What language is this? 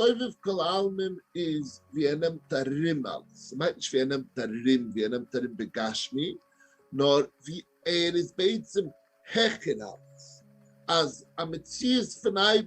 Yiddish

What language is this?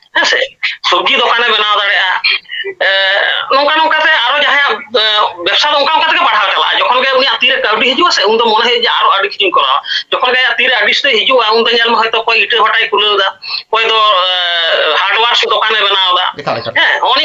Santali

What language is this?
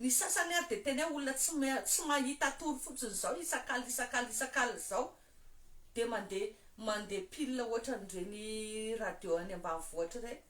Malagasy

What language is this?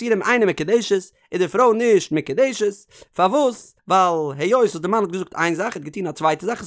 Yiddish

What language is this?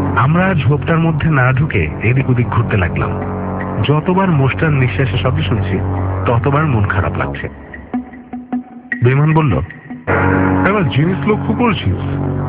Bangla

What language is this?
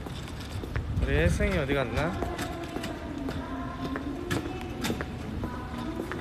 Korean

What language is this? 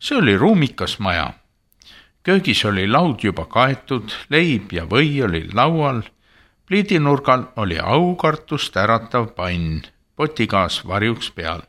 Estonian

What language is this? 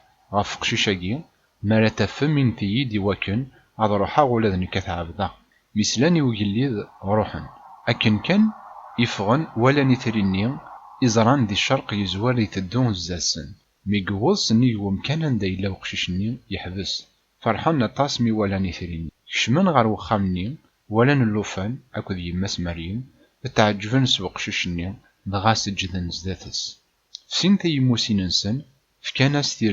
Kabyle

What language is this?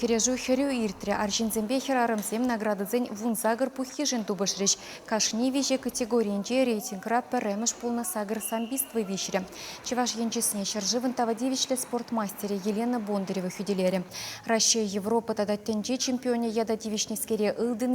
Chuvash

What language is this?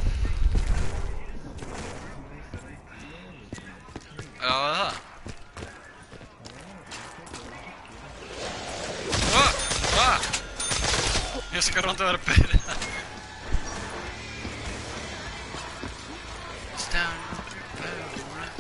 Icelandic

